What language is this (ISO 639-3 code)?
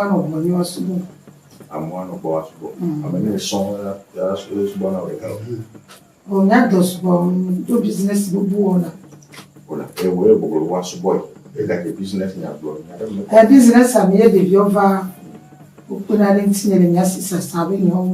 ewe